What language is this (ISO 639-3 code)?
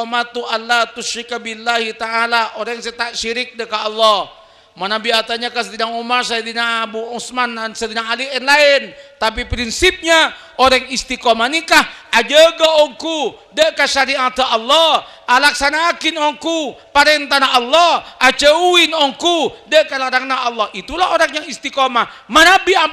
mad